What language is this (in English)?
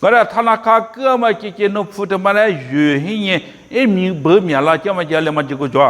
Lisu